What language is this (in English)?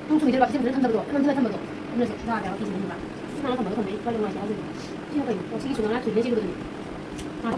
Manipuri